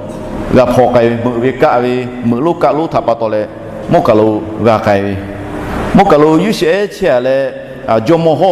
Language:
Lahu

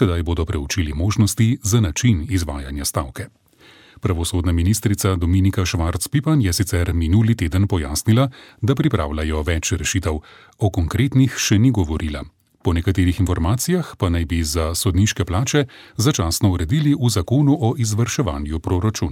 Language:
Slovenian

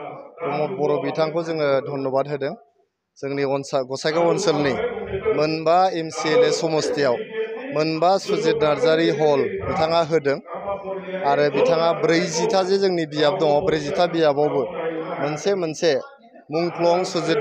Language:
Bodo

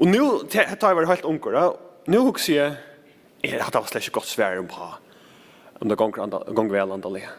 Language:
Faroese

